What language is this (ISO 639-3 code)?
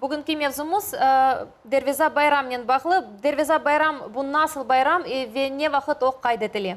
crh